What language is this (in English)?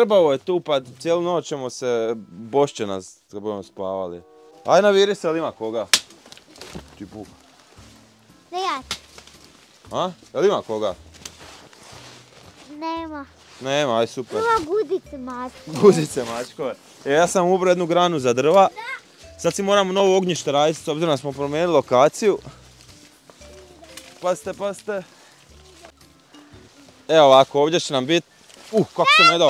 Croatian